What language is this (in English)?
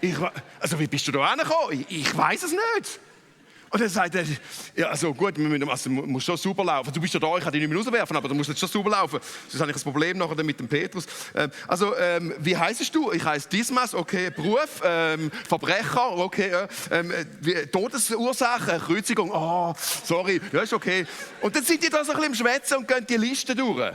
Swiss German